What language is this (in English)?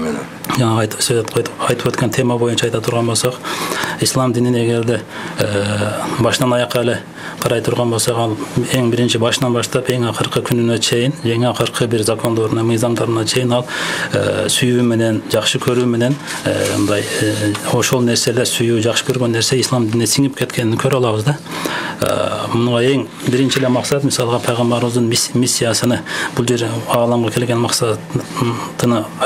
Kyrgyz